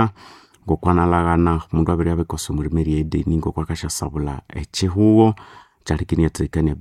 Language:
Nande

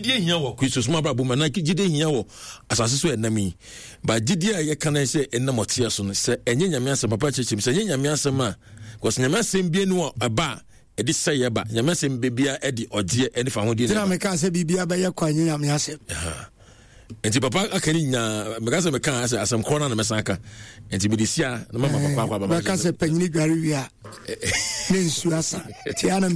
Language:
Akan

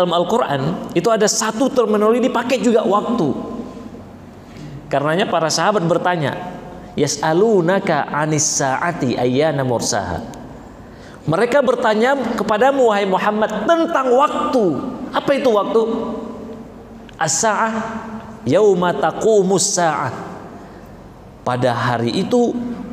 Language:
Indonesian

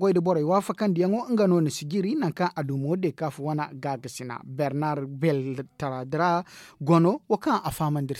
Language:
Zarma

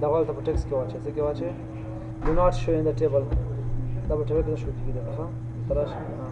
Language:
Pashto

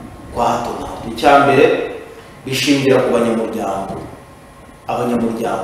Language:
Kinyarwanda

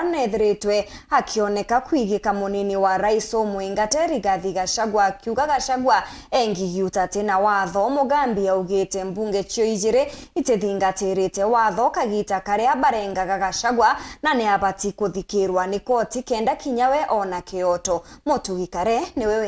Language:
Meru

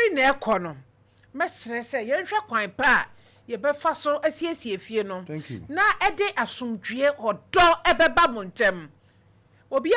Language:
Akan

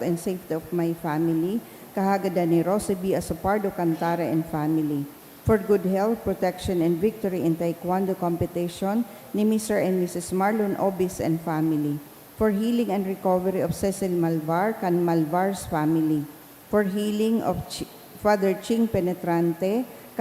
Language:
Bikol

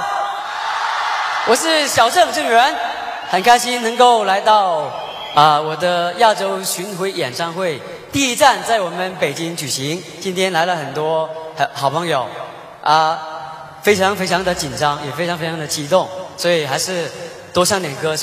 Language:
Chinese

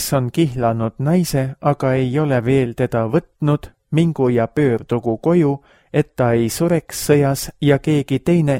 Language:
Estonian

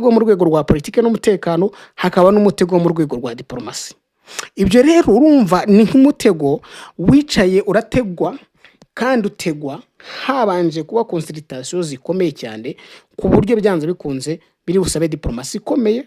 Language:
Kinyarwanda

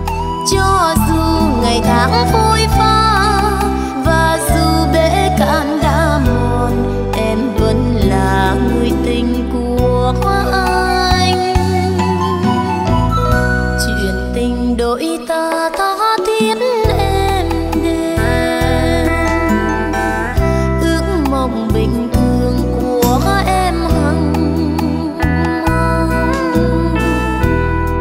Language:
Vietnamese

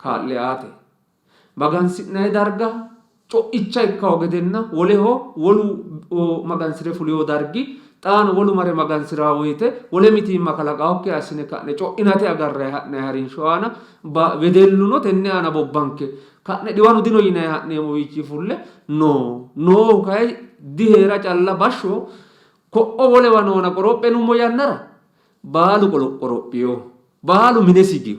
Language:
Sidamo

